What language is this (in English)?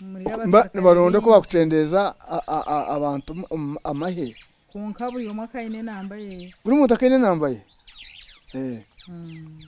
Nyankole